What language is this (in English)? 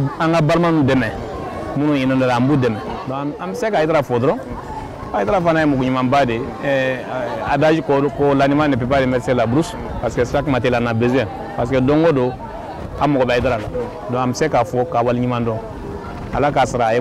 Bambara